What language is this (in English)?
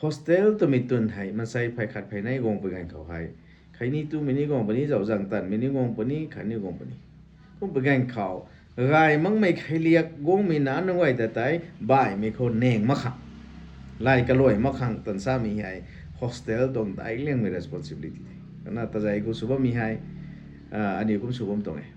Rongmei Naga